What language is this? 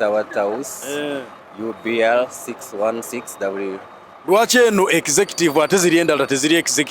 Ganda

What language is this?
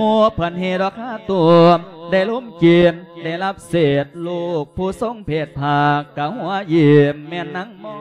Lao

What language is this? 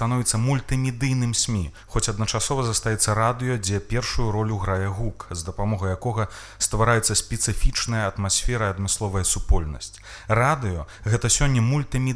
Belarusian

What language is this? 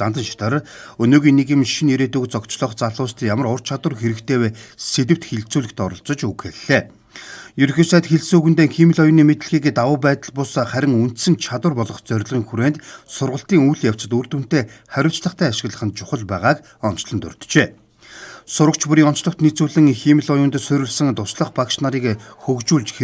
Mongolian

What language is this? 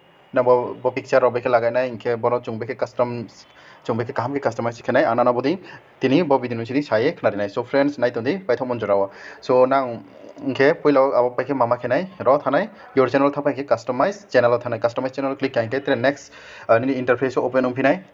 Riang (India)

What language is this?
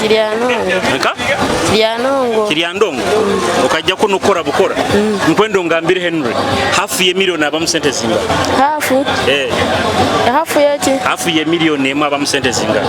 Nyoro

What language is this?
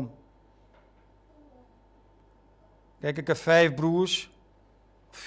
Dutch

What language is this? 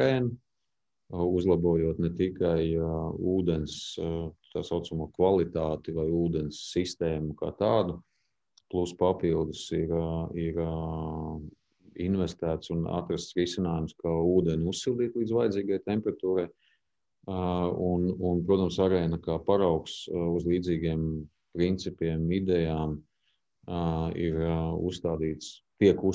Latvian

